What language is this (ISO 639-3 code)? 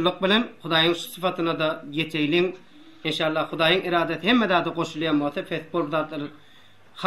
tuk